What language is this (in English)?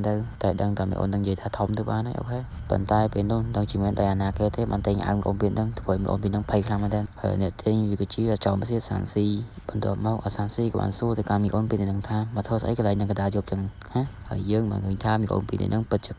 Khmer